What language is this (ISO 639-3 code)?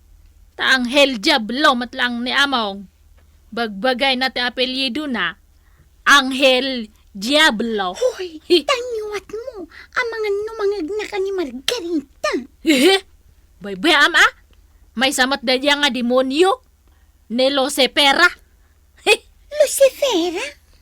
ilo